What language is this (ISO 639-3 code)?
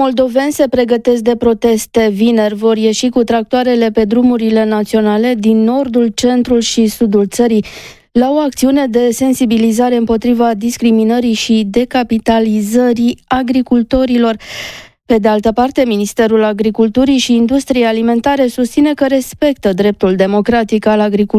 ron